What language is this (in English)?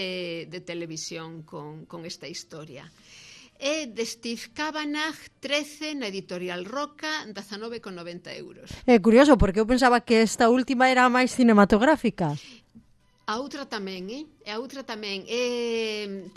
Galician